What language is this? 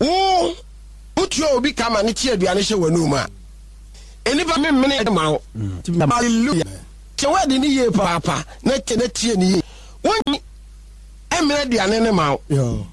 Akan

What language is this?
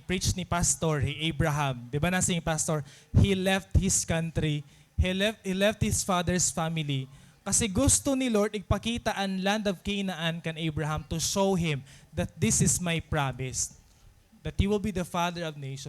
Waray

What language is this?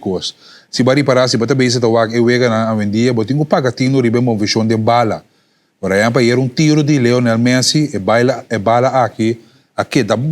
Papiamento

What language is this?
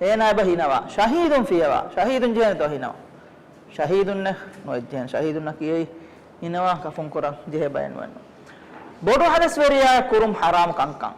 Divehi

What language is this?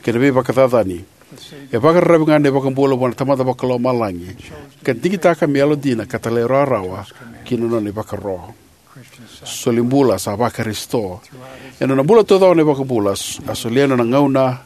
Fijian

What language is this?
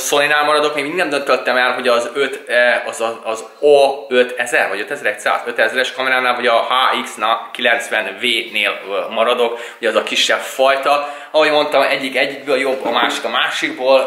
Hungarian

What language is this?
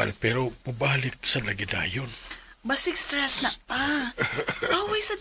Cebuano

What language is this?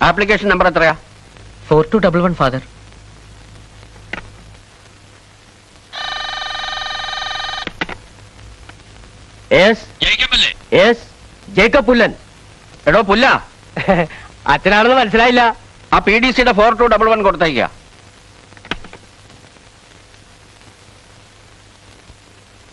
Malayalam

